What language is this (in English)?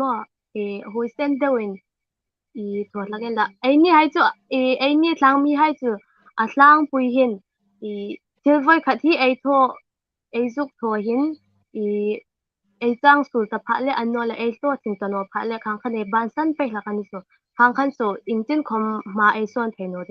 Hmar